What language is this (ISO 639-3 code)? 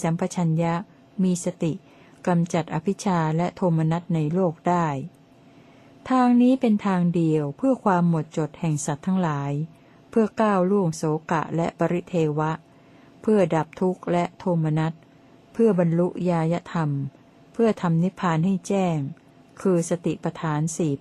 tha